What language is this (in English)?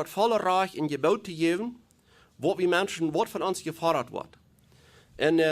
Plautdietsch